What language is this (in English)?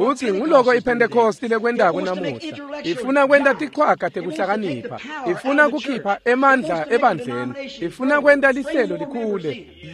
Swati